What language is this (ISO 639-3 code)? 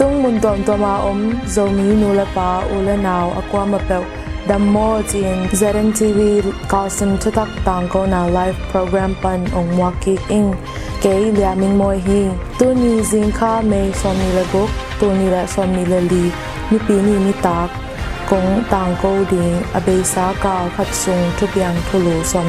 ctd